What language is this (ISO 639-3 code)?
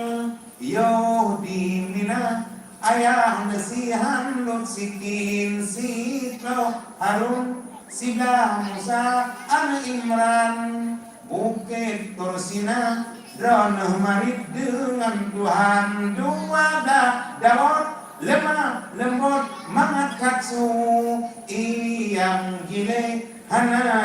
ace